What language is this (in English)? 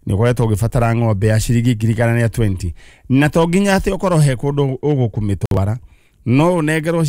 Kikuyu